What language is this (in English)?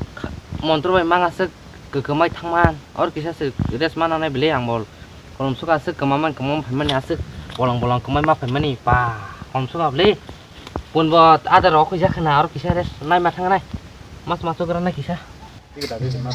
Kok Borok